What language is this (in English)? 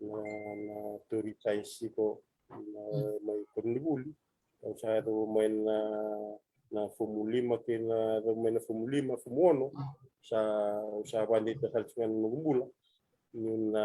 Fijian